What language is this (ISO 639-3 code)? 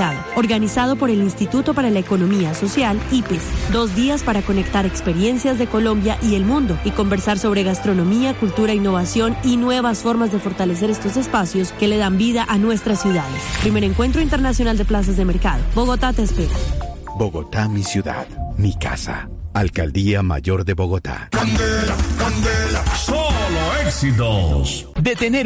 spa